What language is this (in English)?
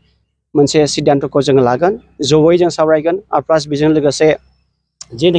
Bodo